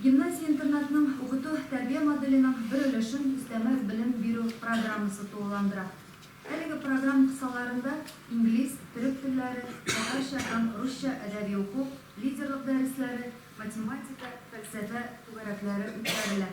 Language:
Tatar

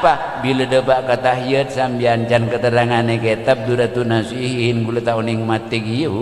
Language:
Madurese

